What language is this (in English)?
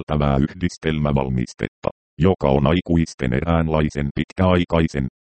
Finnish